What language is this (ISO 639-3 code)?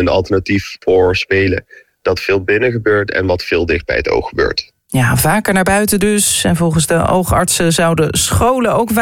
nld